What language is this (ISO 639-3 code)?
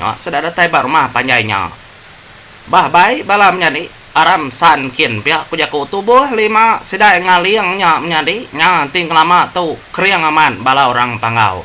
iba